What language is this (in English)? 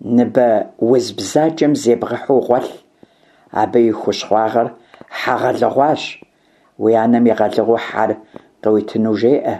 Kabardian